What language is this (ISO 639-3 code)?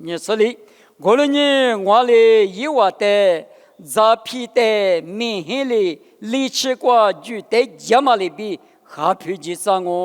lis